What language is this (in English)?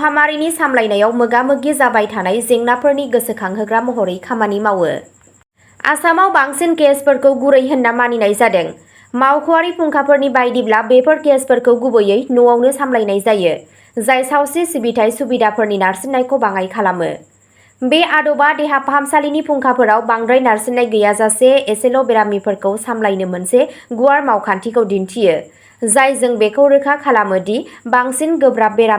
Bodo